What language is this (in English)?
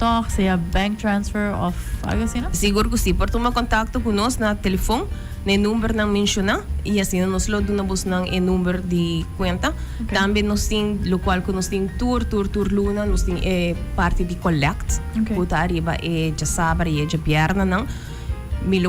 Papiamento